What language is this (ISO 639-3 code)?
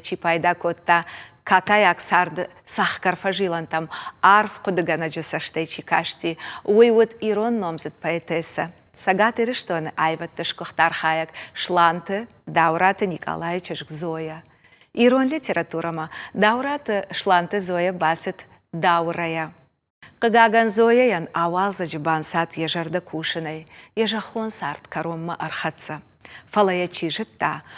oss